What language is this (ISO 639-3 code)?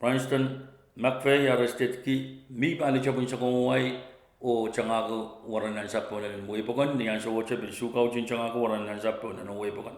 pon